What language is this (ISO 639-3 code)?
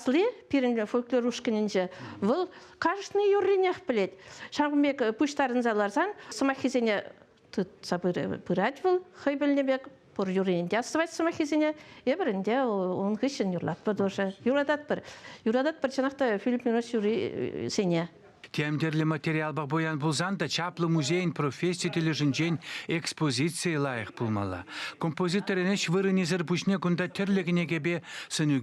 chv